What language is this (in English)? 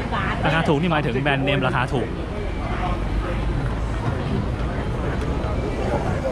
Thai